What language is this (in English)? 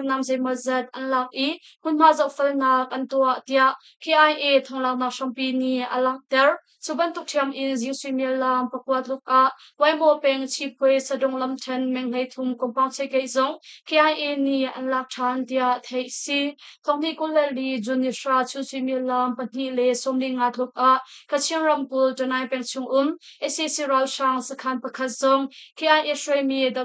Hakha Chin